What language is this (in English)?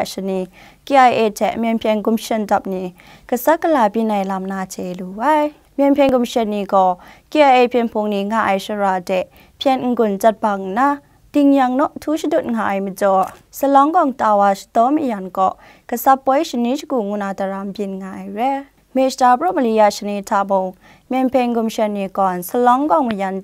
Kachin